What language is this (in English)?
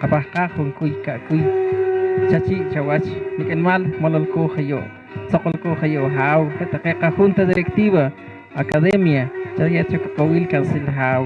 Poqomchi'